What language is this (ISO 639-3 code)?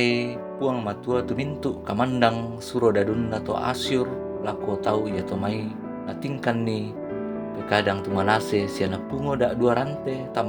sda